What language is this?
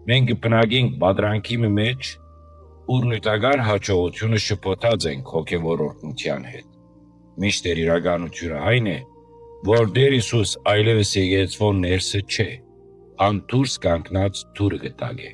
Western Armenian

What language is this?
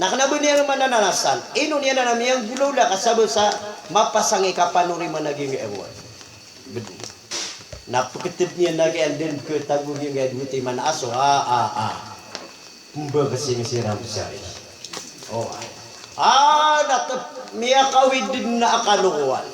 Maranao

